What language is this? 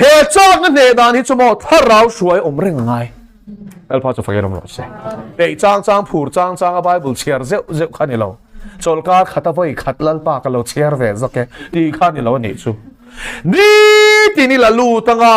Mizo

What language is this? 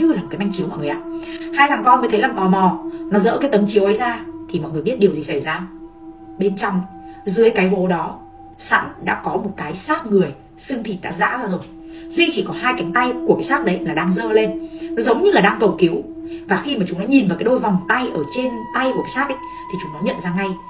Vietnamese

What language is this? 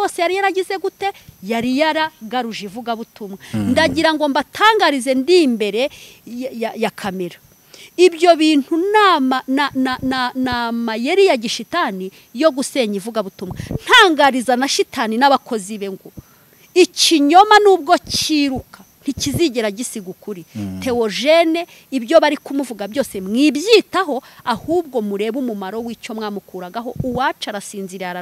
Kinyarwanda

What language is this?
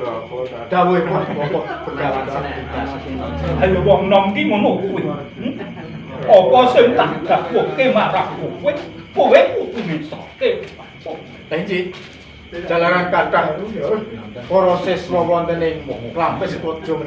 Javanese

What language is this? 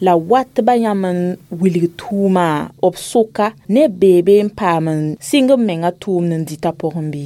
Mossi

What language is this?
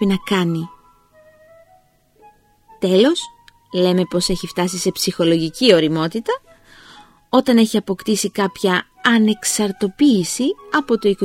Greek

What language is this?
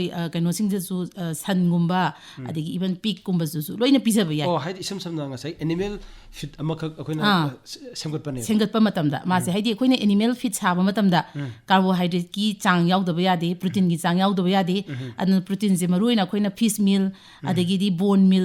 Manipuri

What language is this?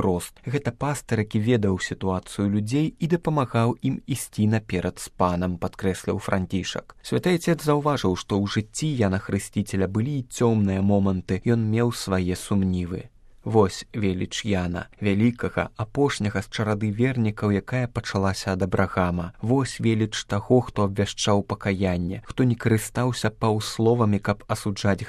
Belarusian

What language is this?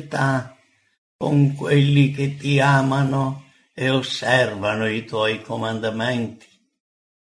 Italian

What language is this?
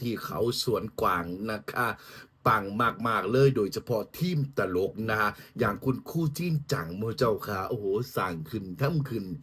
Northeastern Thai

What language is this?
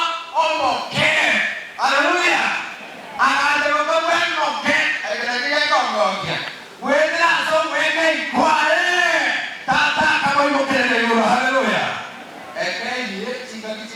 Gusii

